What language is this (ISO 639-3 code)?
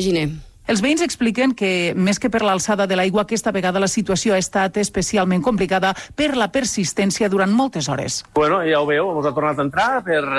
cat